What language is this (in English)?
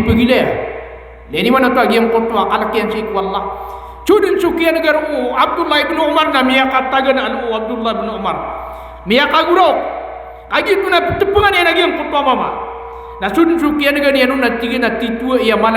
Maranao